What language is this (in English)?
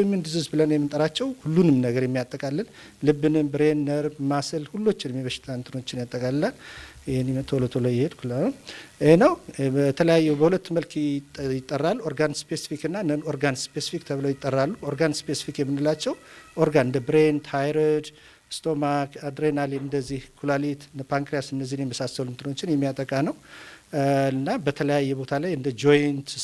Amharic